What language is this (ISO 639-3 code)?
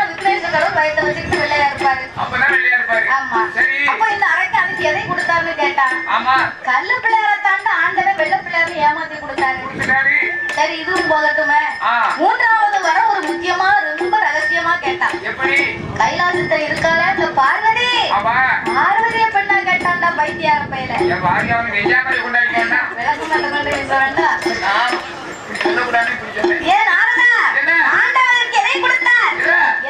tam